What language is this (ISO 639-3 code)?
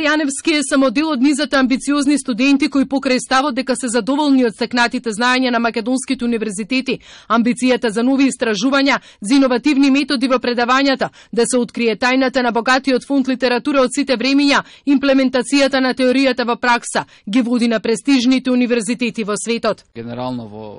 mkd